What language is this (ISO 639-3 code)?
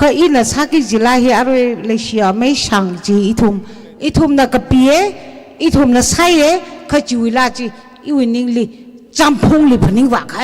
nmf